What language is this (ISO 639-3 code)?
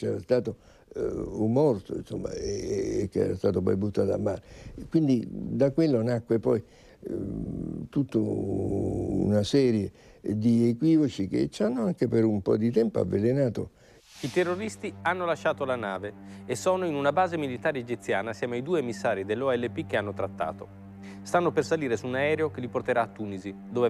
ita